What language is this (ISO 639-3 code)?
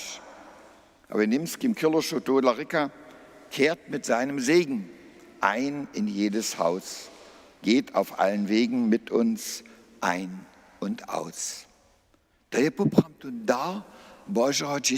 hsb